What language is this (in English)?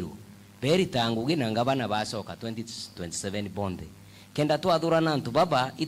Meru